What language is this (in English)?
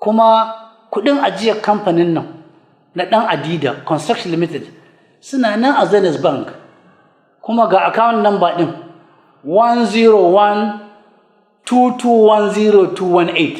Hausa